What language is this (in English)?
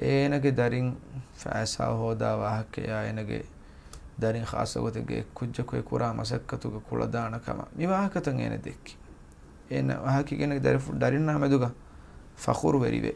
Divehi